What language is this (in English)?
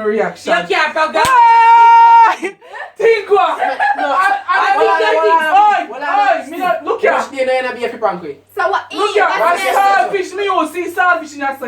Jamaican Creole English